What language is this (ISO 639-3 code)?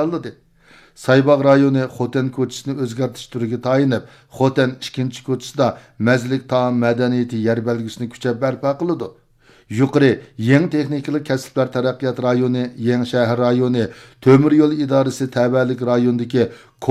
uig